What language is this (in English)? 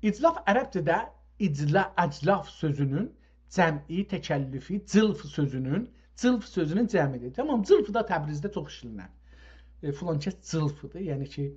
South Azerbaijani